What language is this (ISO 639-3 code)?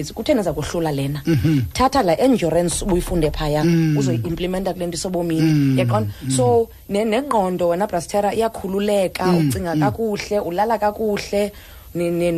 xho